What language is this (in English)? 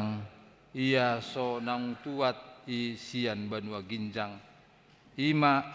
Batak Toba